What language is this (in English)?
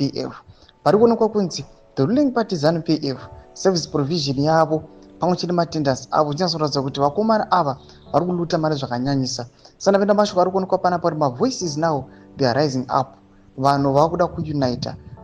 Shona